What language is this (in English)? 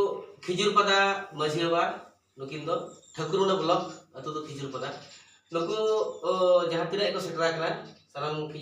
Santali